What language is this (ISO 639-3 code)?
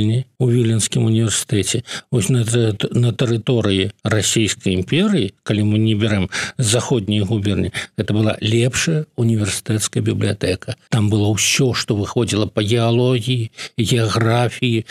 bel